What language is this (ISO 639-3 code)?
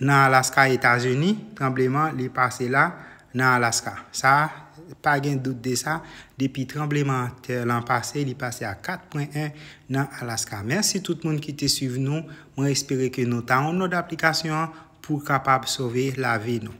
hat